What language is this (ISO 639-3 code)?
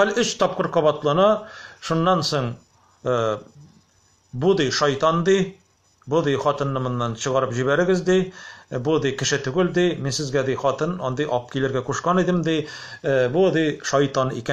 tat